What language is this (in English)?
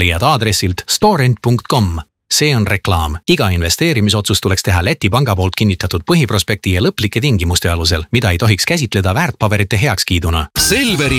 Estonian